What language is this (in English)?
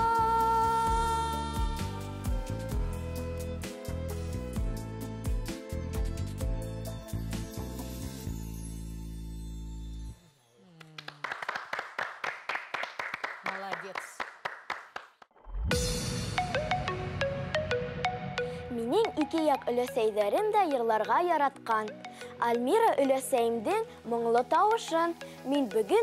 Bashkir